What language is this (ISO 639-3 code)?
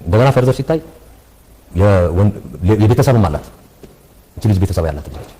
amh